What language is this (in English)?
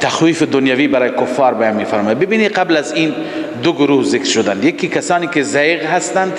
Tajik